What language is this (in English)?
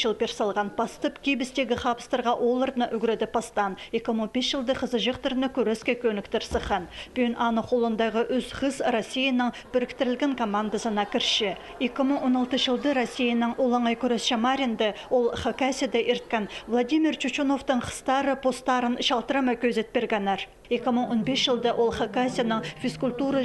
Khakas